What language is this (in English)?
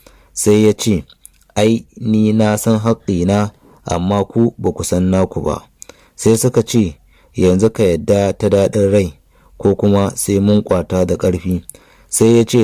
Hausa